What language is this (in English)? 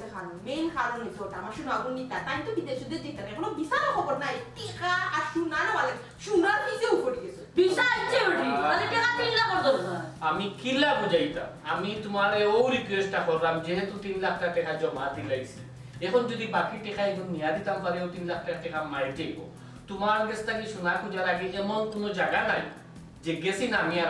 Sylheti